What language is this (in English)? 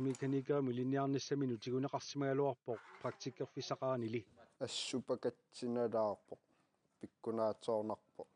Kalaallisut